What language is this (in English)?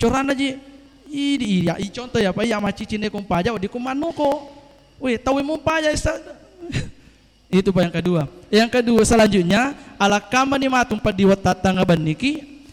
Buginese